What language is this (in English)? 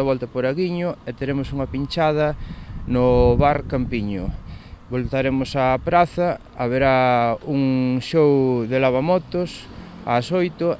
Galician